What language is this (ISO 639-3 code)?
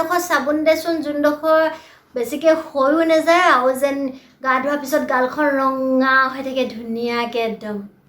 asm